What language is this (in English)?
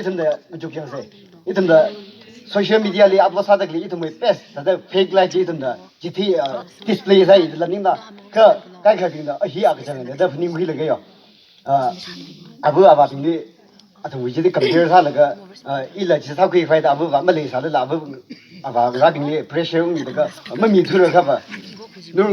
Tangkhul Naga (India)